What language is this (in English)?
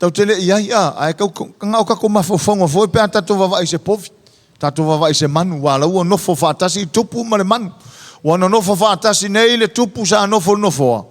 Samoan